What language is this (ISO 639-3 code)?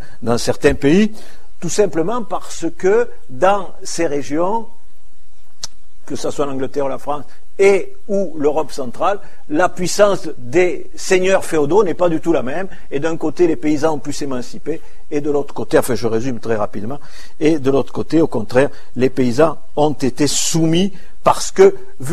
fra